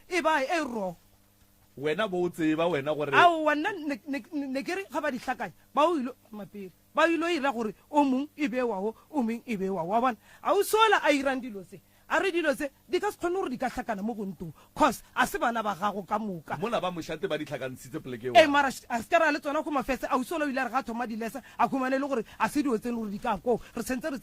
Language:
Northern Sotho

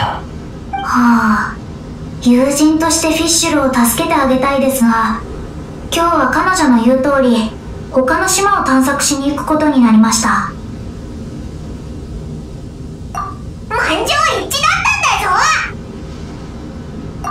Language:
Japanese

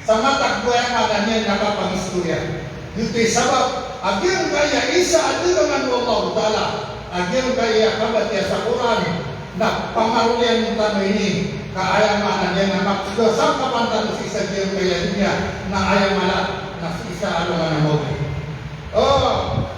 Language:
Maranao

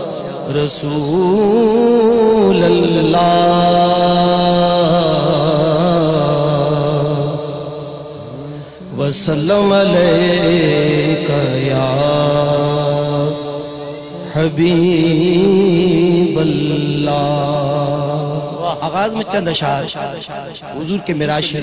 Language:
Urdu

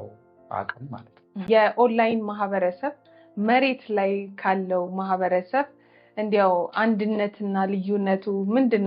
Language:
Amharic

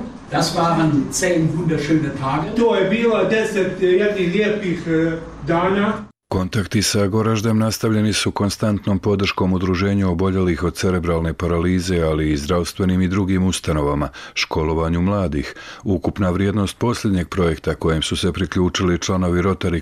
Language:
Bosnian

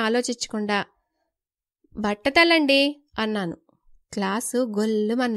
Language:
Telugu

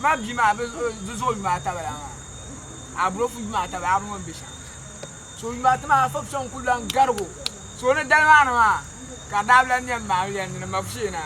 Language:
Dagbani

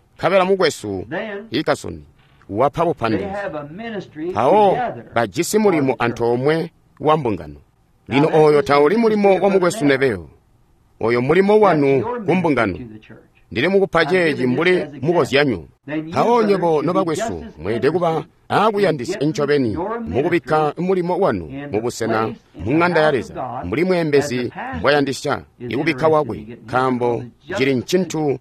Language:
Tonga (Zambia)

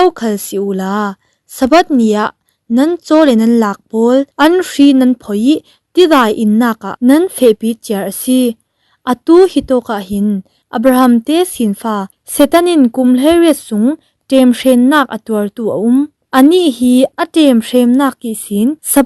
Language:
Falam Chin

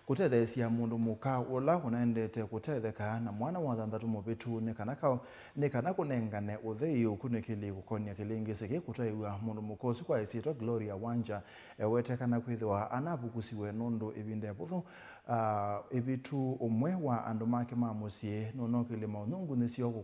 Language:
Kamba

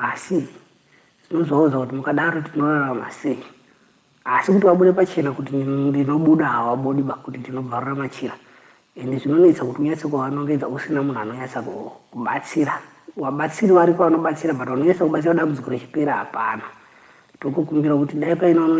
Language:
Shona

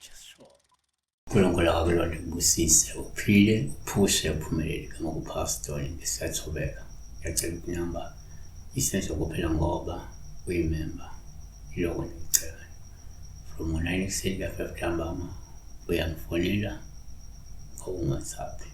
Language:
Zulu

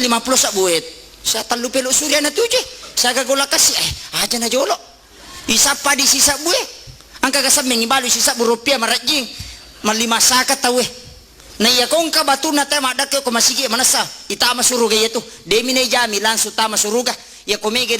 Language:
Buginese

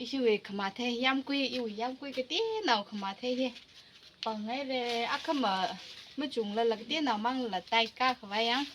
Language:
Tangkhul Naga (India)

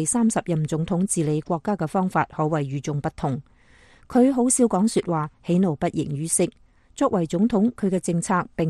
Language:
Cantonese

